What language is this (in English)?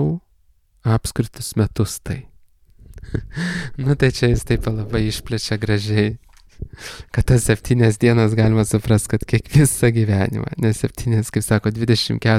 Lithuanian